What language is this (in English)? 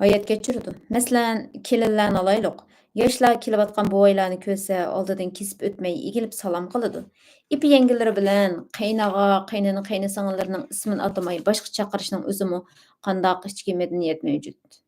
Uyghur